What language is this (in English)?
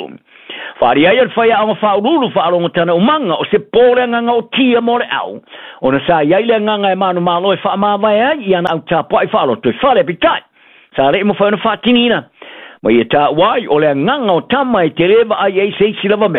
Samoan